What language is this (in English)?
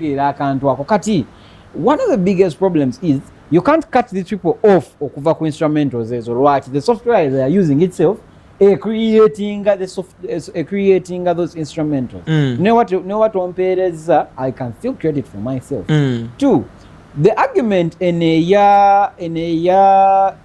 Ganda